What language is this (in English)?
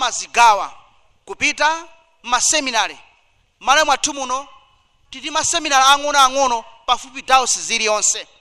Nyanja